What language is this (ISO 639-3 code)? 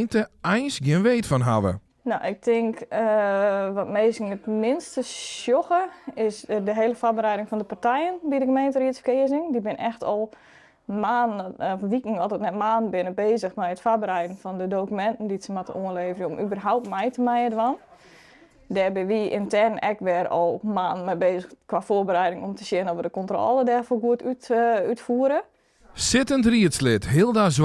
fry